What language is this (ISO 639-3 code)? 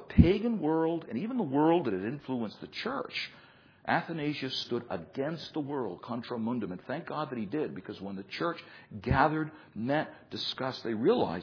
eng